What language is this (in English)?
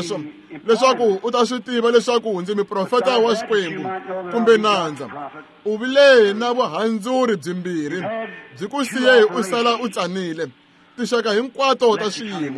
Tsonga